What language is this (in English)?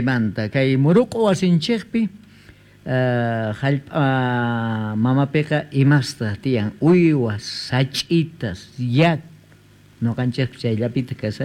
South Bolivian Quechua